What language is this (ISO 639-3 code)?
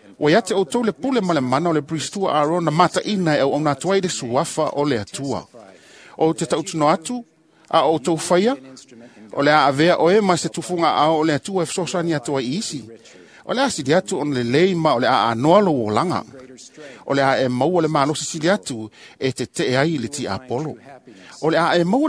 smo